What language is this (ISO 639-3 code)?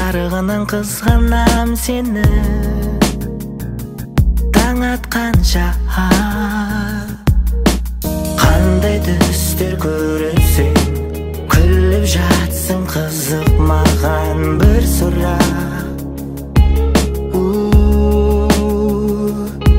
kaz